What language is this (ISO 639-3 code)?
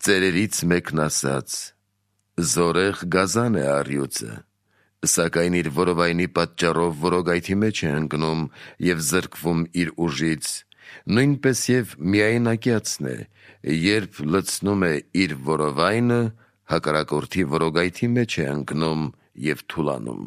hye